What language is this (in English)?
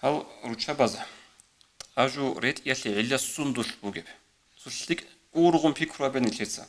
Avaric